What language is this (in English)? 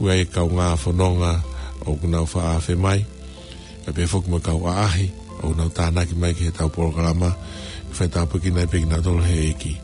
Tongan